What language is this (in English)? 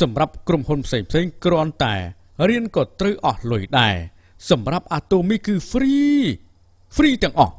Khmer